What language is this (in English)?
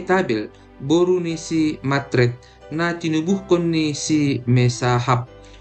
Batak Simalungun